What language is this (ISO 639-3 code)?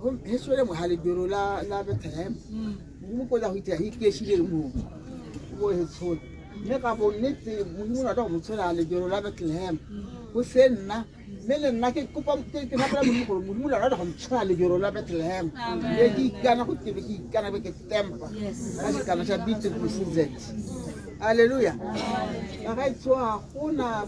tsn